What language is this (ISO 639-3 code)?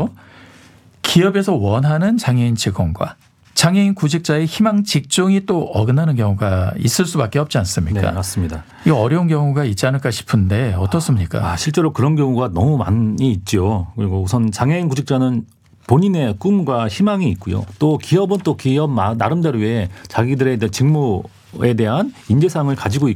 kor